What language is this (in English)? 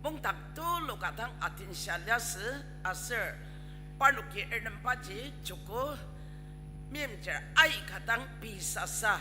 Ao Naga